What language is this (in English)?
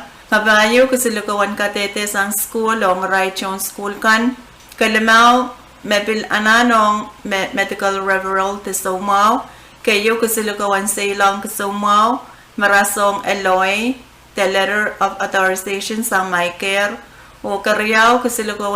Pohnpeian